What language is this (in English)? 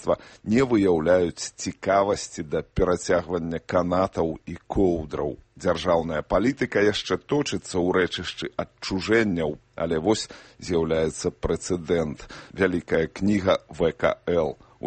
Belarusian